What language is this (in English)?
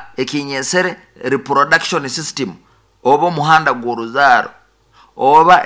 Nyoro